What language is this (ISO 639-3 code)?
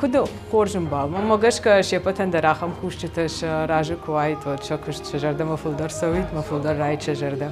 oss